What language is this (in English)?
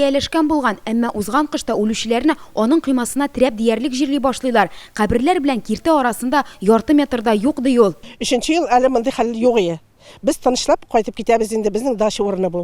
Tatar